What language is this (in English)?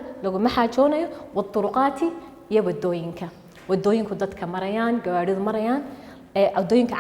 Somali